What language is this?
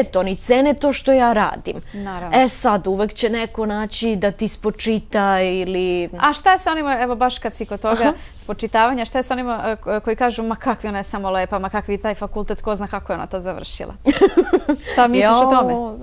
Bosnian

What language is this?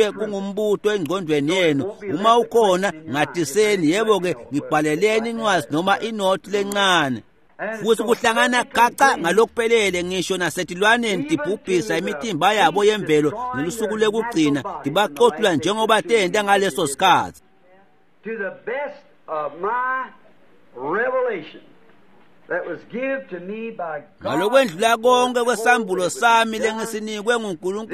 Swati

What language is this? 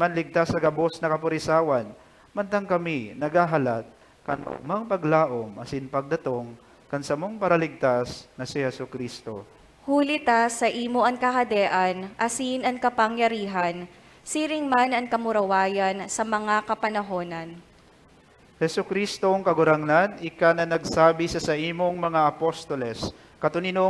Bikol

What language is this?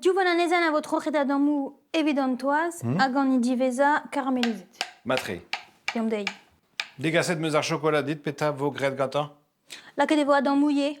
Breton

